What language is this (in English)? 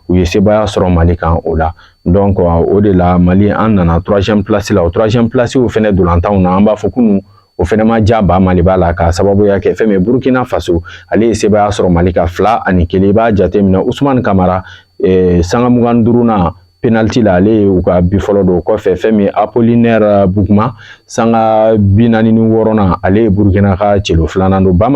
Bambara